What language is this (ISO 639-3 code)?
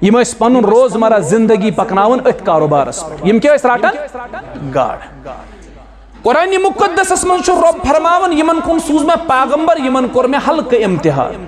kas